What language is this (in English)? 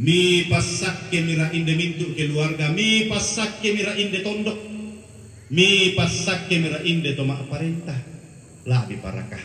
Toraja-Sa'dan